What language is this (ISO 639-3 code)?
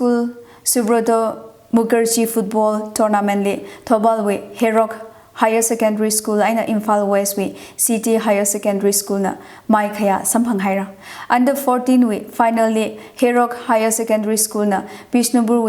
nmf